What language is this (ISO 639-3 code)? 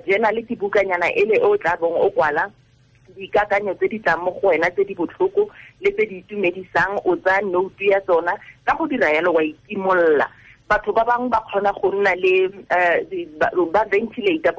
tsn